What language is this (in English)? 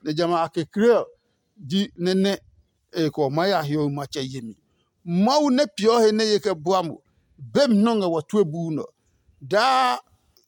Adangme